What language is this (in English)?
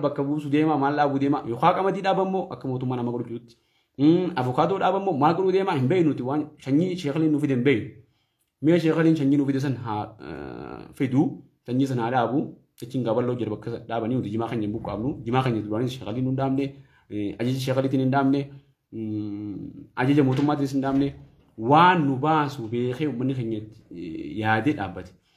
Oromo